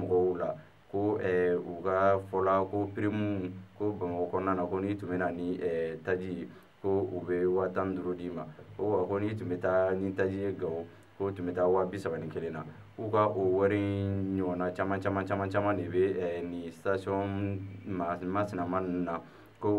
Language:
Bambara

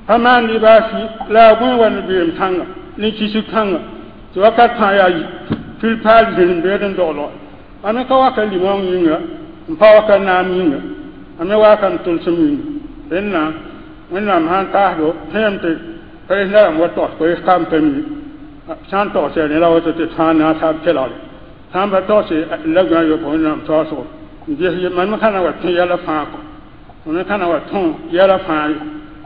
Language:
Mossi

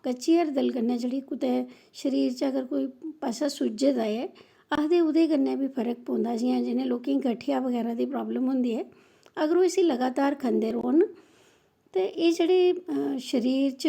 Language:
Dogri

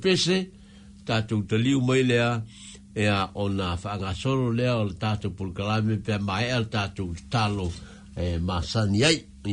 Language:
Samoan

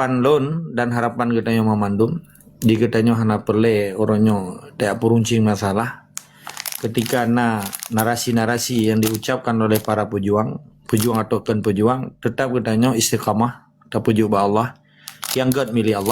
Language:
Achinese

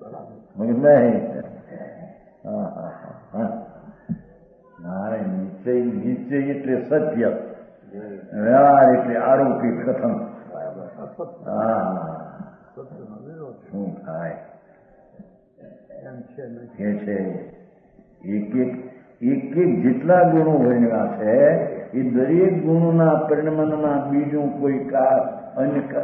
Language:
Gujarati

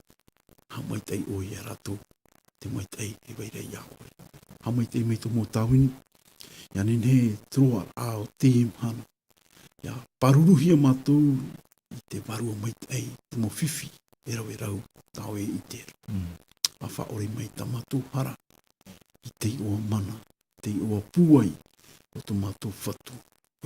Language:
Tahitian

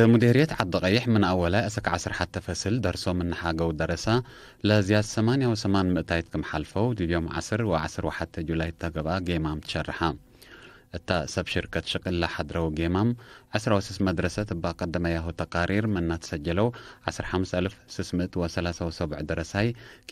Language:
Tigre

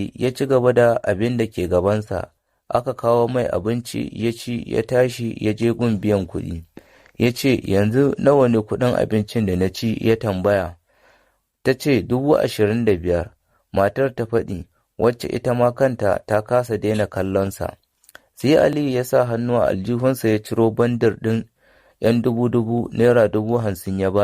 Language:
Hausa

